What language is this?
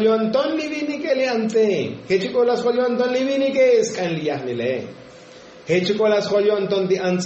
Tzotzil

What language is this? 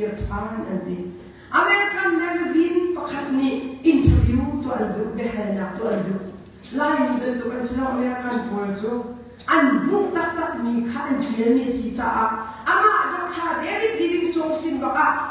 Hakha Chin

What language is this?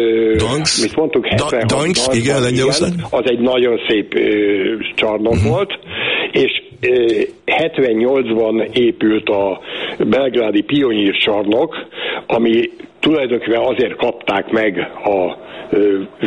Hungarian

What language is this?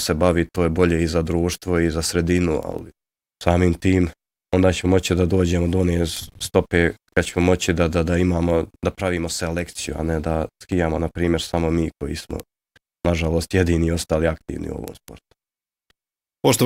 Bosnian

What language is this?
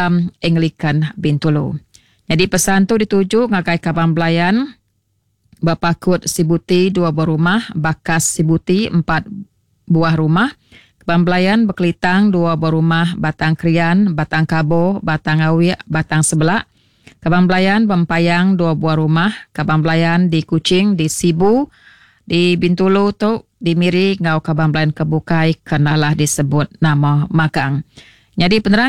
Iban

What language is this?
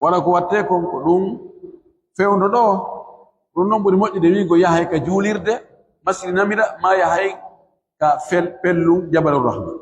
Pular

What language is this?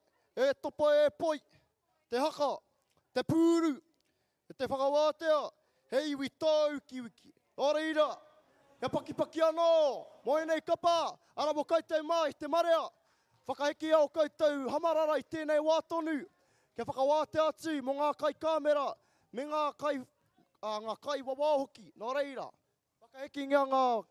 Māori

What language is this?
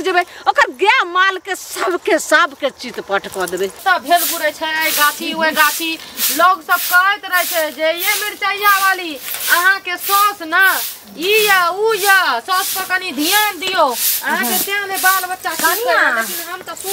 Maithili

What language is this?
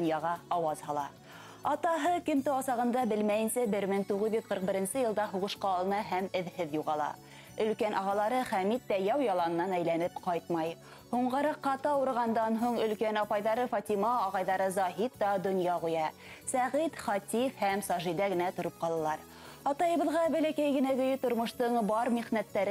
Bashkir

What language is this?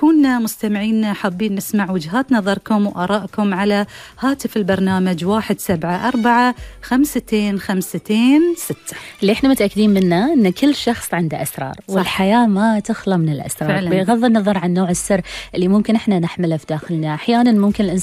Gulf Arabic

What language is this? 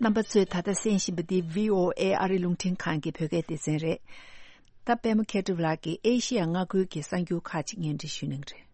Tibetan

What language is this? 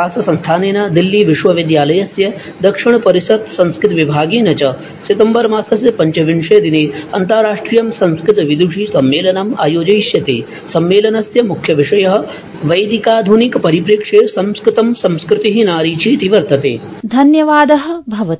Sanskrit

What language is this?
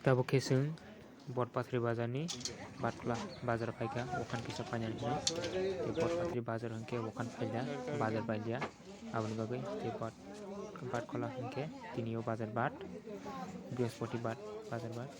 Kok Borok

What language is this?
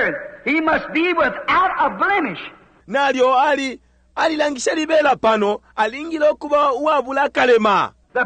Bemba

